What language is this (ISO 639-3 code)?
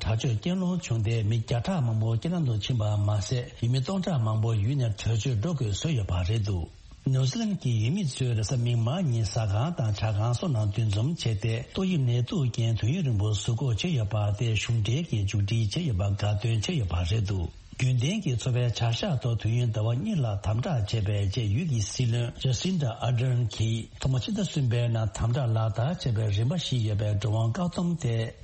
bod